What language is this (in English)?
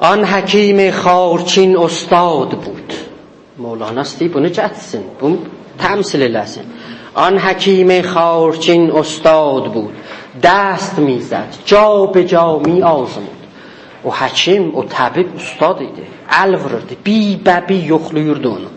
South Azerbaijani